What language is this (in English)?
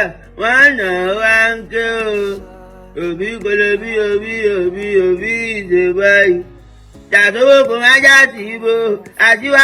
Nigerian Pidgin